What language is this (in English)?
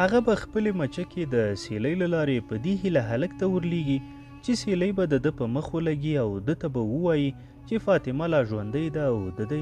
Pashto